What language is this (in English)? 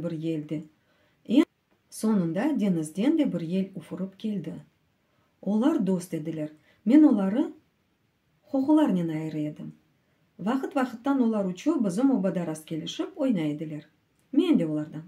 Crimean Tatar